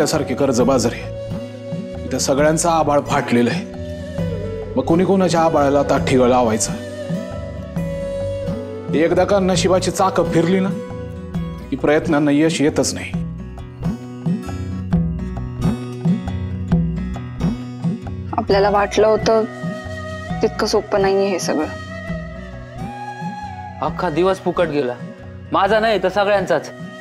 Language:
Marathi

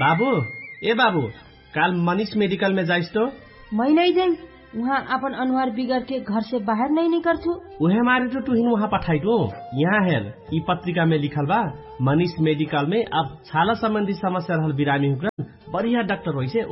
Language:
Dangaura Tharu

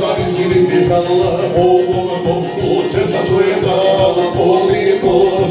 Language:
Croatian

